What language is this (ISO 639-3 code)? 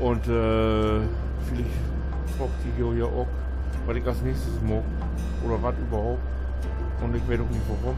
nds